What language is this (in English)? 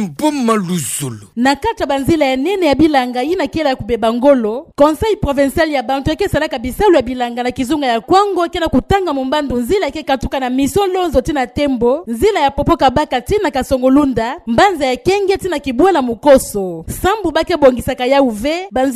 Kituba (Democratic Republic of Congo)